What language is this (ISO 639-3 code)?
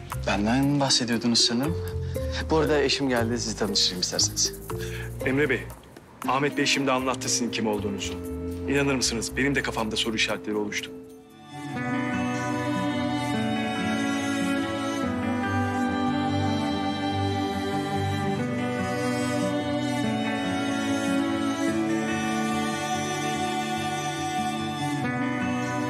tur